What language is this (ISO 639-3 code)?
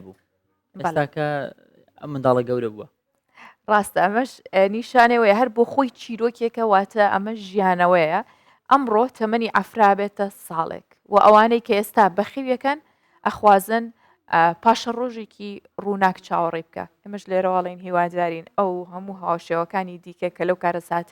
ckb